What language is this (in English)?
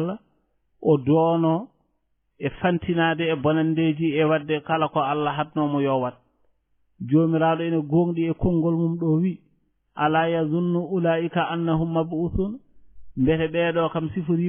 Fula